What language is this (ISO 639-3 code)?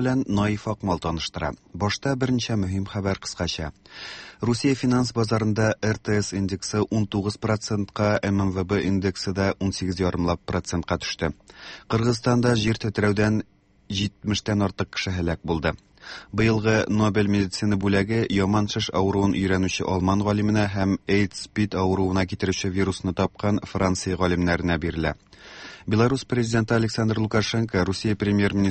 tat